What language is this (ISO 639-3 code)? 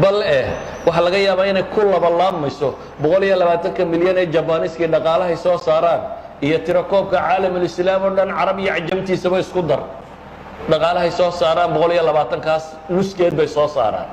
som